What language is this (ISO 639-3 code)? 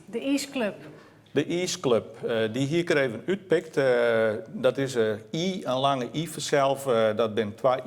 fry